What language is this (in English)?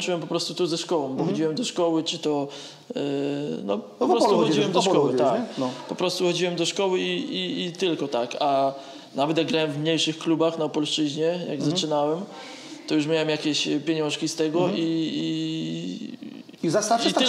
Polish